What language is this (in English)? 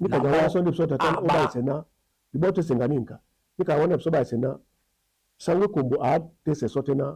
Duala